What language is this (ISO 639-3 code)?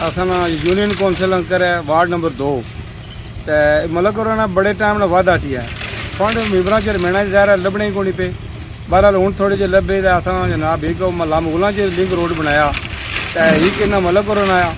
phr